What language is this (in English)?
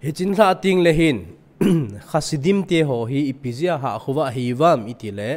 Thado Chin